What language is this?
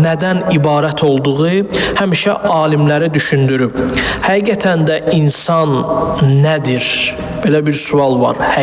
Azerbaijani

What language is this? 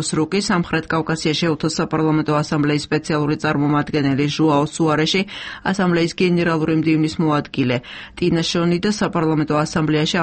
Georgian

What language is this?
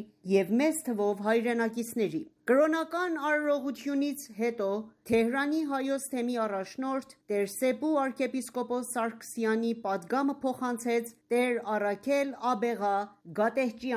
Armenian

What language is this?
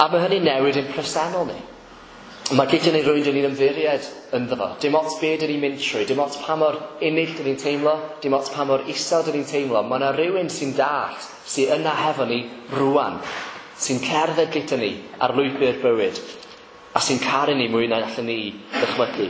Welsh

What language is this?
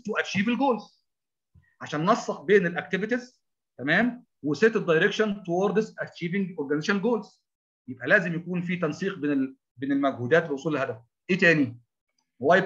Egyptian Arabic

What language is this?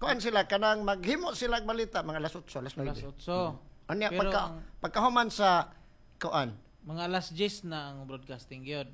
Cebuano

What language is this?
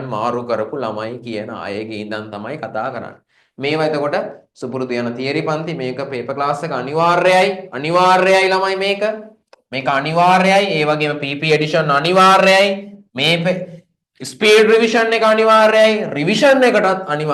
Sinhala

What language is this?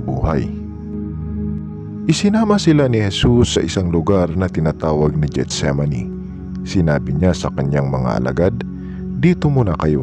Filipino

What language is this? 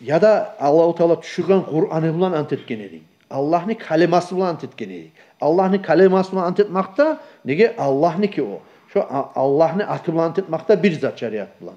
Kumyk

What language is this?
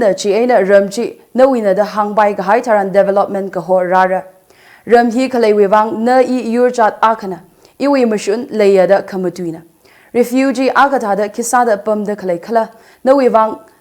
Tangkhul Naga (India)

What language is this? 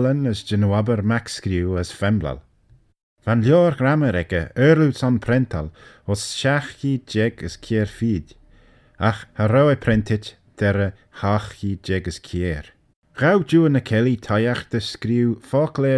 Manx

